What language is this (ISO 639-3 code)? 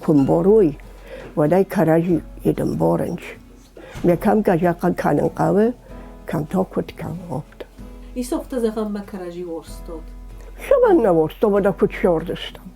oss